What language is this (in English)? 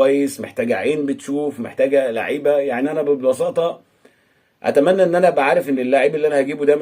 Egyptian Arabic